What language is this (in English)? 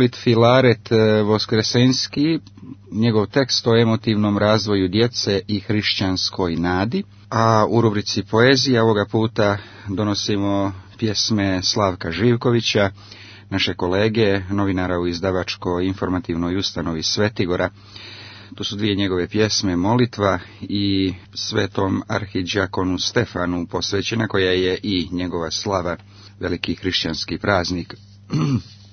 Croatian